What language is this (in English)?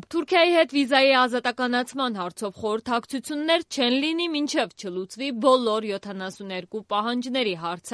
Armenian